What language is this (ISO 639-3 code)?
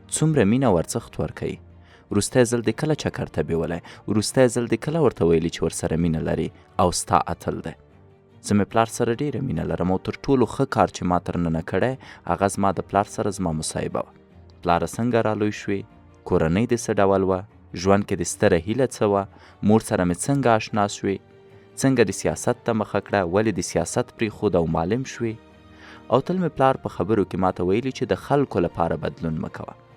pus